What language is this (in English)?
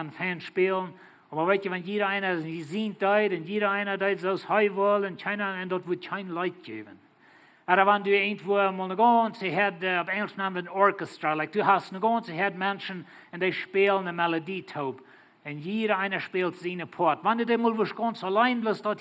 Plautdietsch